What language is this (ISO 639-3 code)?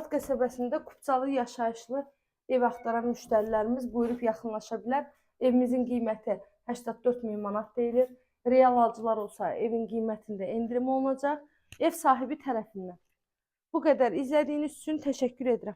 aze